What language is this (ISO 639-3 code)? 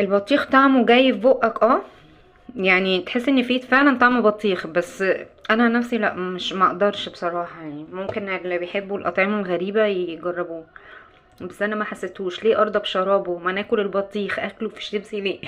arz